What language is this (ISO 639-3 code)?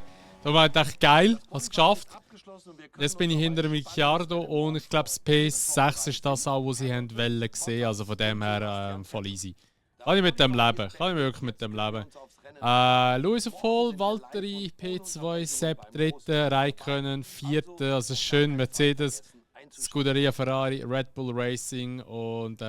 gsw